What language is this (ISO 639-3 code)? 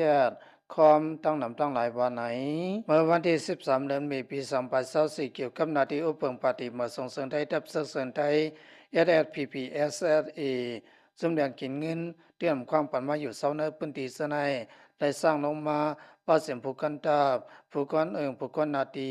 shn